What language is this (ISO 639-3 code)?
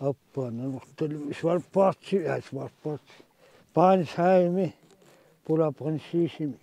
kal